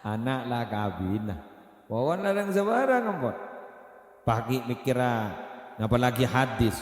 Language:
Madurese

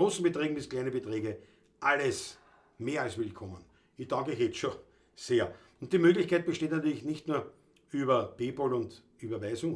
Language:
Bavarian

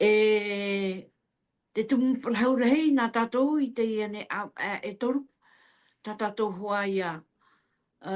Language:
Tahitian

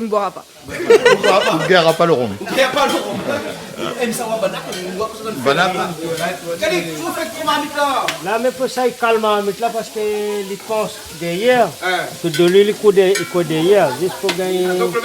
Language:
Réunion Creole French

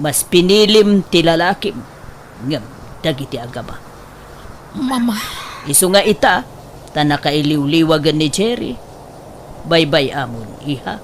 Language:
Iloko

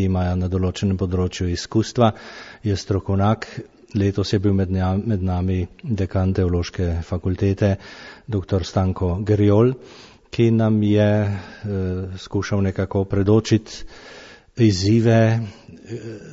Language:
Slovenian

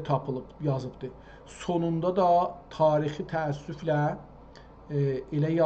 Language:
South Azerbaijani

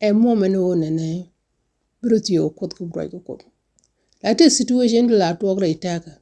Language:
Nuer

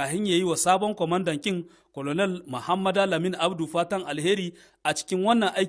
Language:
Hausa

